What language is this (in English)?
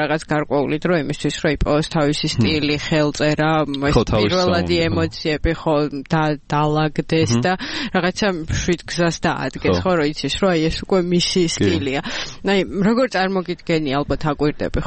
Georgian